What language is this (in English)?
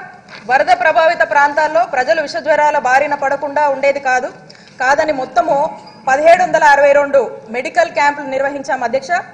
Telugu